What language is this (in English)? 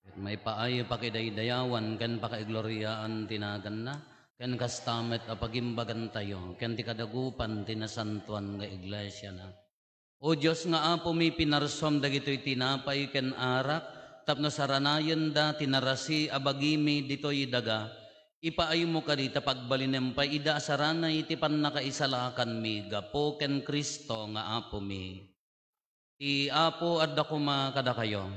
Iloko